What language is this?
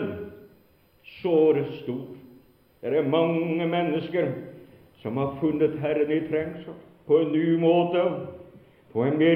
Norwegian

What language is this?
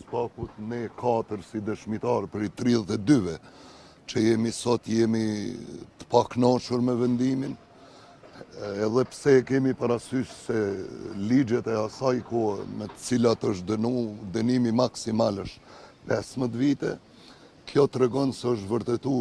Albanian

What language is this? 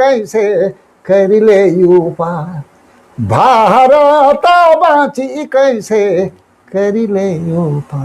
Sadri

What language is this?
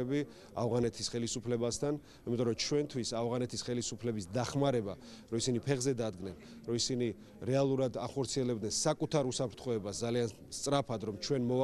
Georgian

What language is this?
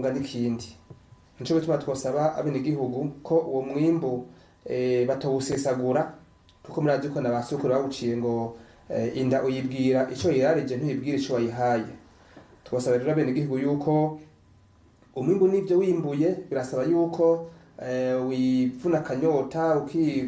Rundi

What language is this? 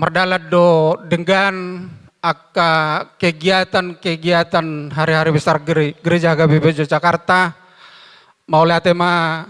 Batak Toba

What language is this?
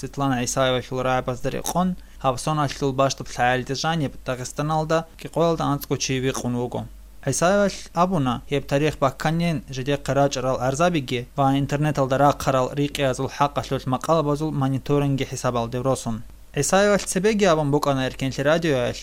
Avaric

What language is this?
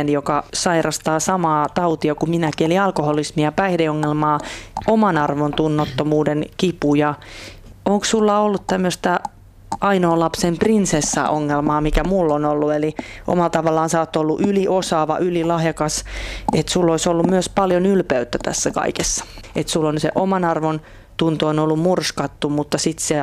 Finnish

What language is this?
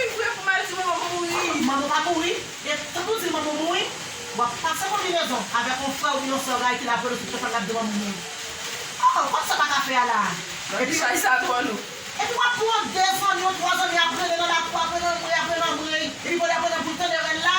Haitian Creole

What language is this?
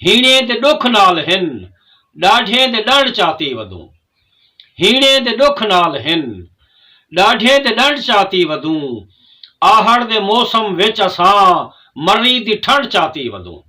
Saraiki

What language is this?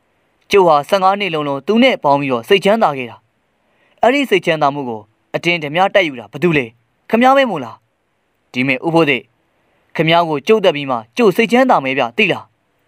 Burmese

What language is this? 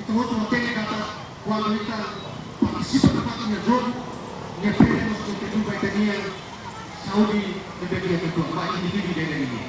Tetum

